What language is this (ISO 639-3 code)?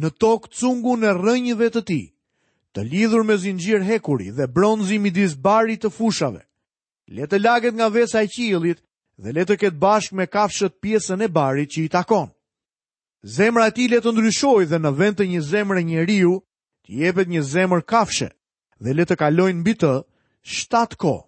sqi